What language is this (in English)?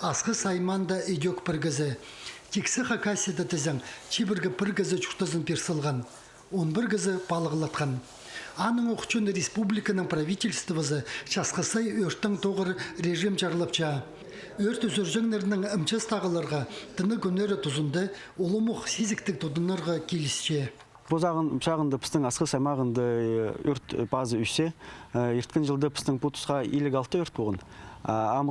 Khakas